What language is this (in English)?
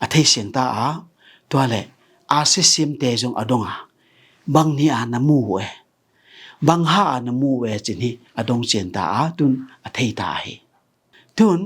Tedim Chin